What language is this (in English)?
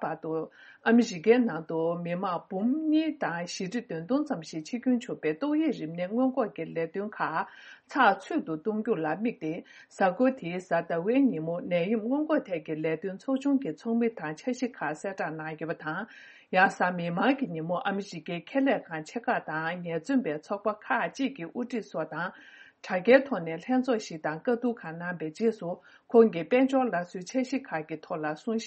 Tibetan